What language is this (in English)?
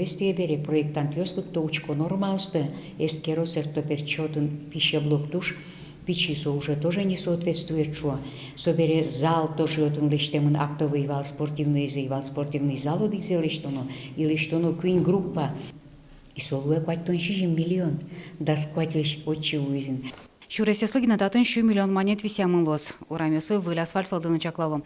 Udmurt